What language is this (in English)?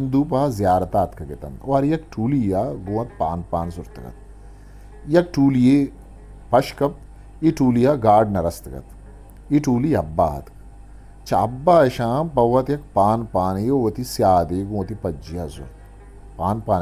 Eastern Balochi